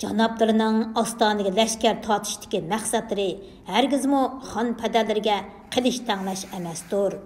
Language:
Uyghur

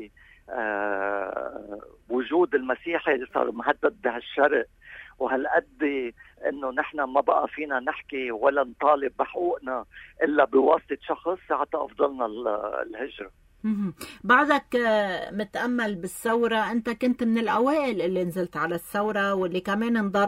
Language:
North Levantine Arabic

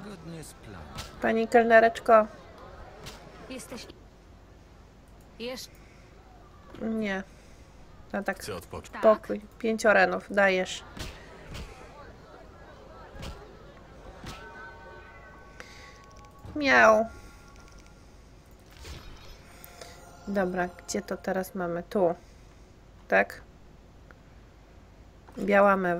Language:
Polish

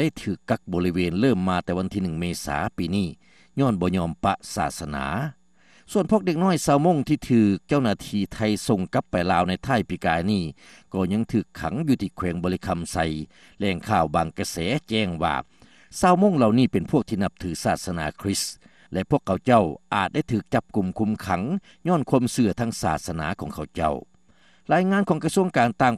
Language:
Lao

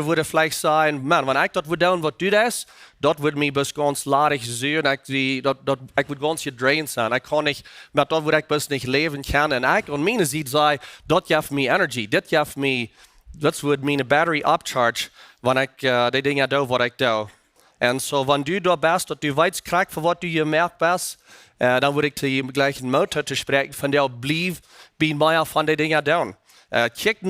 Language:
Plautdietsch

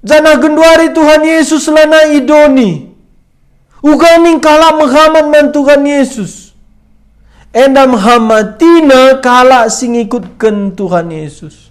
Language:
Batak Karo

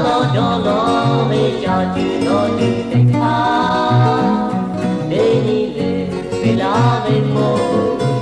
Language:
Lahu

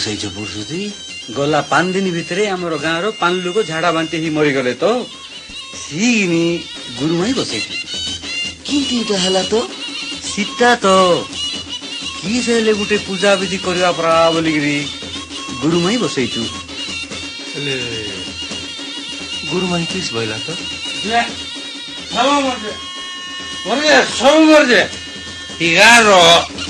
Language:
Odia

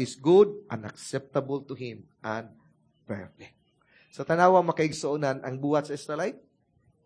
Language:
Cebuano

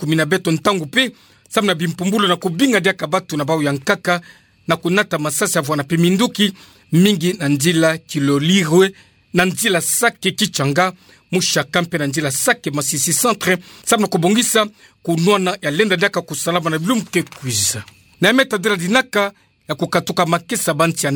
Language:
Kituba (Democratic Republic of Congo)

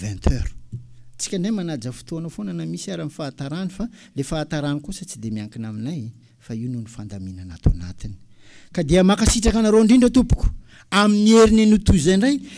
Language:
Malagasy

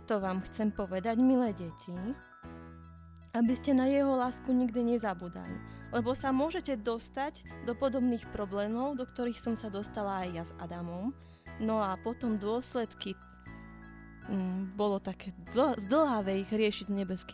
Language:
Slovak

